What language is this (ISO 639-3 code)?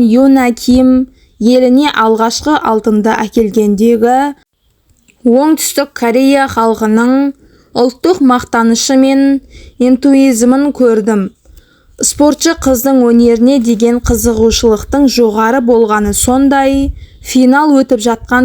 kaz